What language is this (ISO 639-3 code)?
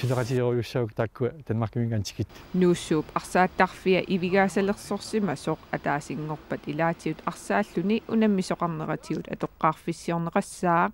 kal